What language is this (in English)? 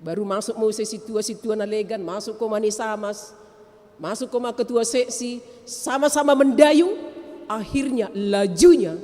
Batak Simalungun